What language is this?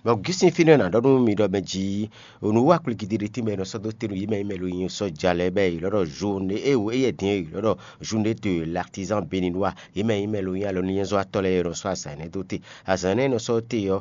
Fon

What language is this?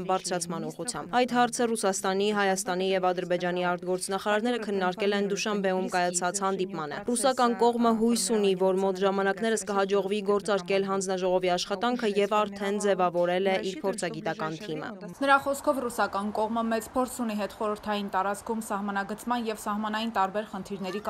Armenian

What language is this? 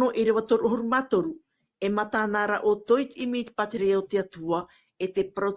Tahitian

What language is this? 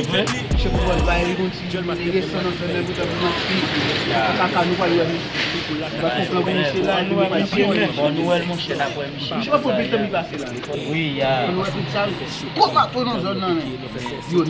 Haitian Creole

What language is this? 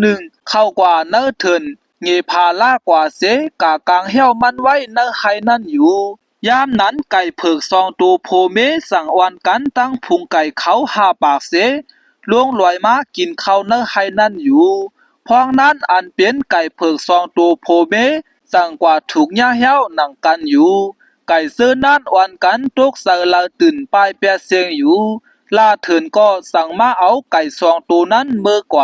Shan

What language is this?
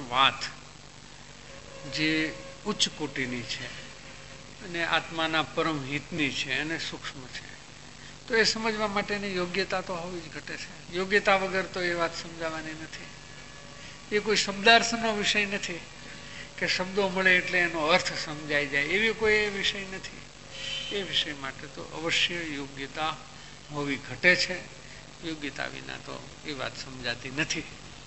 Gujarati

